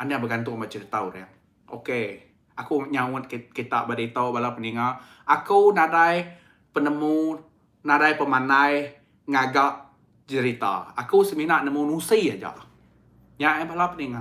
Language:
Iban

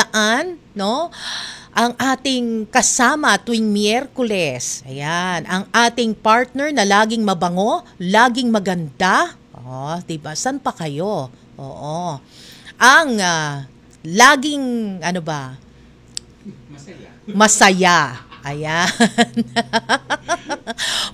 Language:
Filipino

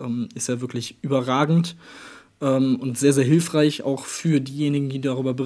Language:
German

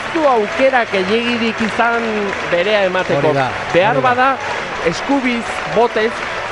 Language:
Basque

